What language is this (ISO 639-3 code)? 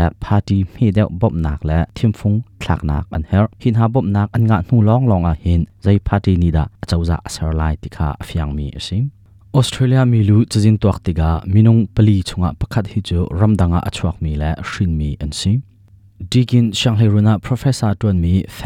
cnh